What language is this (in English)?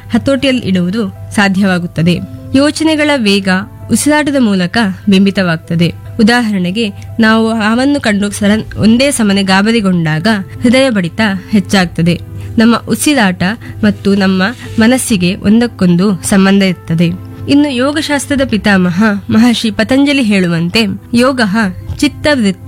Kannada